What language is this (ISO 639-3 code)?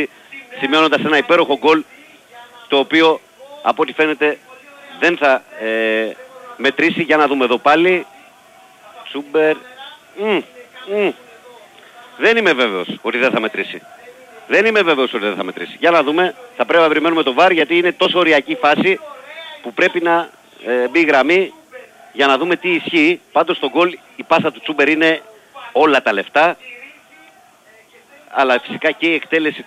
ell